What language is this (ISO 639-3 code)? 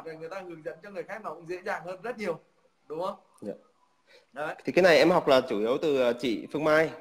vie